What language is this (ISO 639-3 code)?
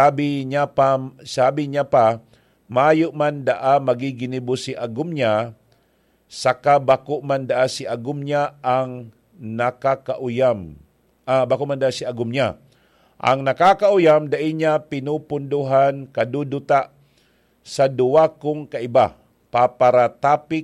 bik